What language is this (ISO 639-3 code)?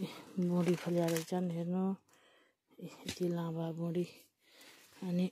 nep